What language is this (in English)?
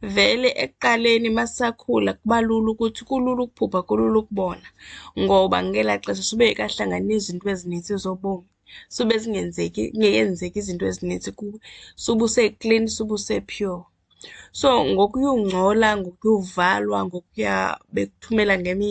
Xhosa